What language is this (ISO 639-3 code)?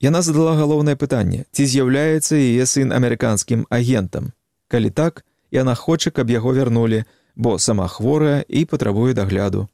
bel